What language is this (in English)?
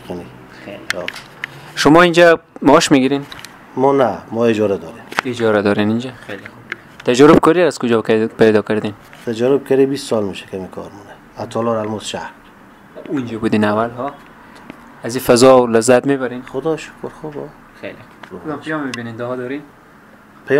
Persian